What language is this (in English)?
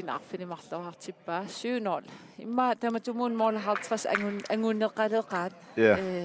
Kalaallisut